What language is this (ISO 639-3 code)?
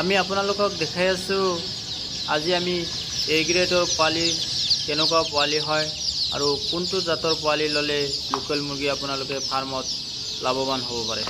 asm